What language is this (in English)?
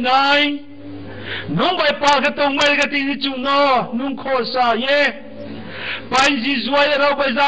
Riang (India)